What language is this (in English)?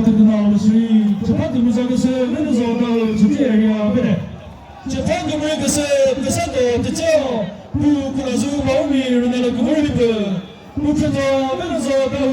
Chokri Naga